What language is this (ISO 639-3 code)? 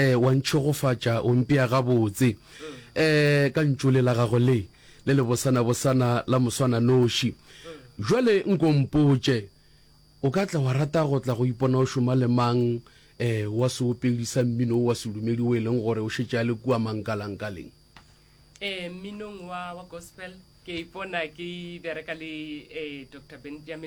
nso